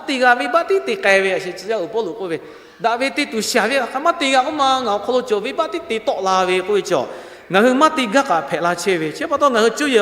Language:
Lahu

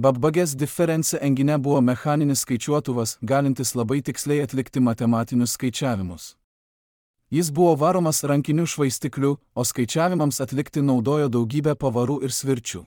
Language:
Lithuanian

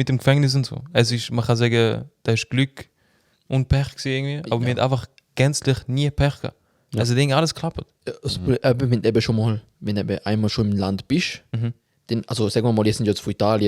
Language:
Swiss German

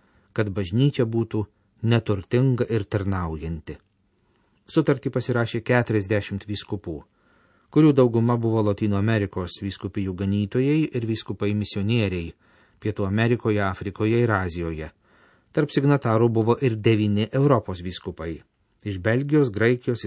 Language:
Lithuanian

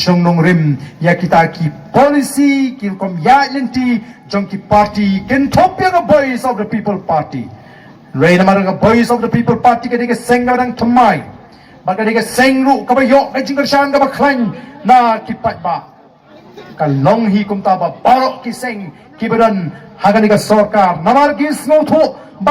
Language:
Khasi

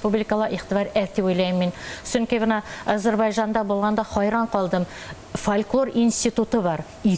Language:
Bashkir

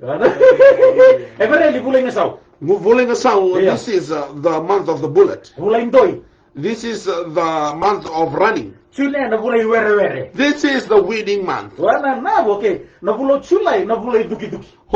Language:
Fijian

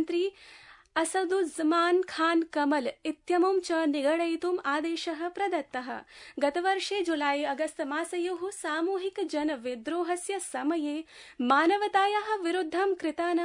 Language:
Sanskrit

